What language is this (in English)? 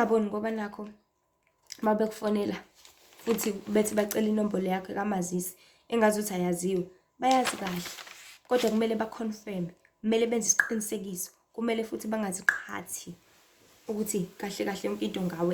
Zulu